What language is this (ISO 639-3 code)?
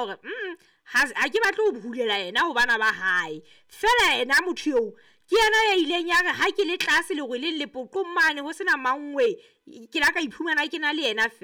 sot